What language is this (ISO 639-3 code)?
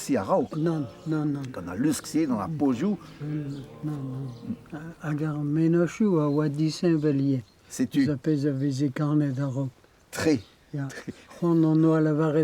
bre